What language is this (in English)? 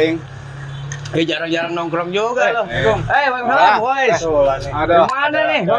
Betawi